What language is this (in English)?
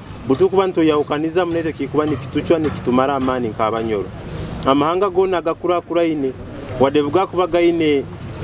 Nyoro